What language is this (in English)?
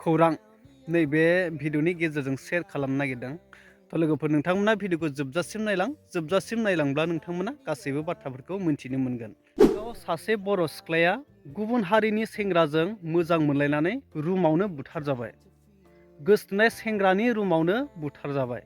Bodo